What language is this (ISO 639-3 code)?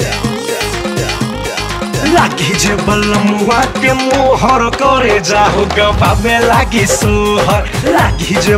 bho